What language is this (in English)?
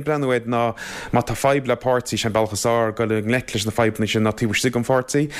Irish